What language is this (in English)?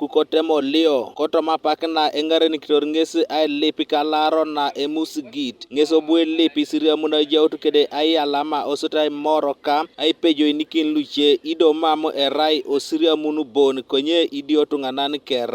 Teso